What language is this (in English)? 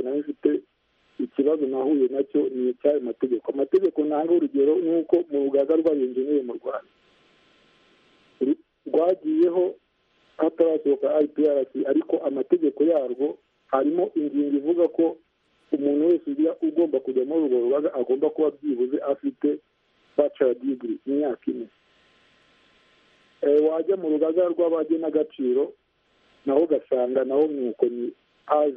Kinyarwanda